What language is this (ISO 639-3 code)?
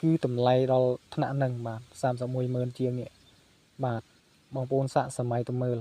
khm